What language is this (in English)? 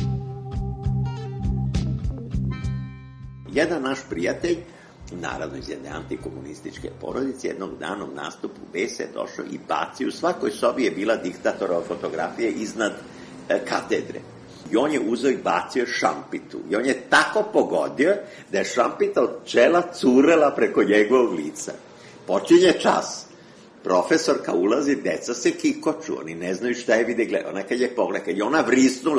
Serbian